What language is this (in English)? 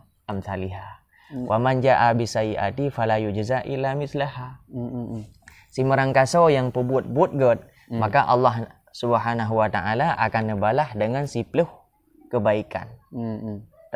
Achinese